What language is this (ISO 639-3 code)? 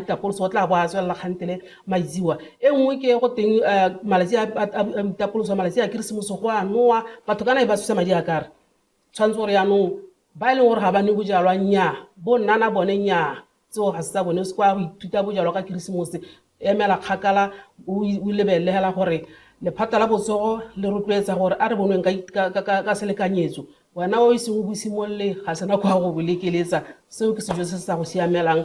tsn